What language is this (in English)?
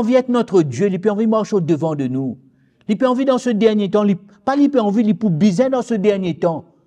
Morisyen